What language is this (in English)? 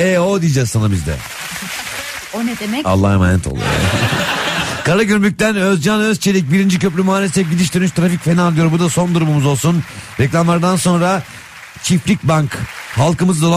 Turkish